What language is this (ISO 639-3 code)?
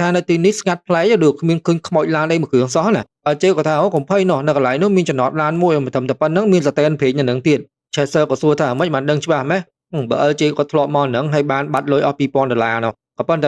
khm